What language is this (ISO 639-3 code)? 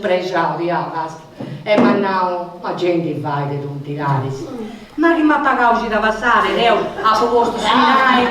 srd